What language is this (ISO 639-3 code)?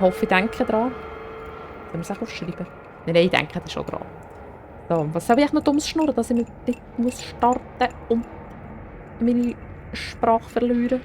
gsw